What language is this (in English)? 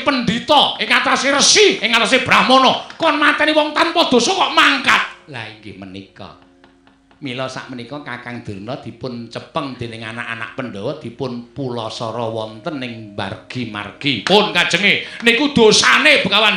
Javanese